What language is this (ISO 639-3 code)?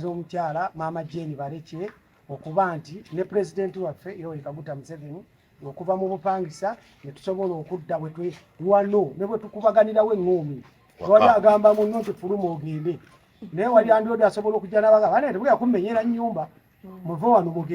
lug